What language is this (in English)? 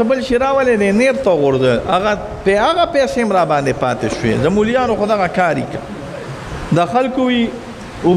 Pashto